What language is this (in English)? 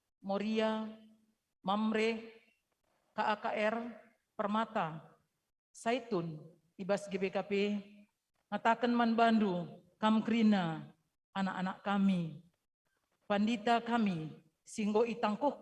Batak Karo